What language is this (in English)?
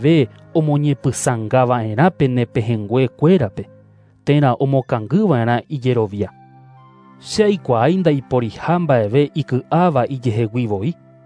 Guarani